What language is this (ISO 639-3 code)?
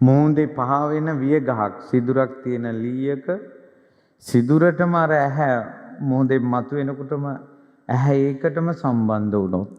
sin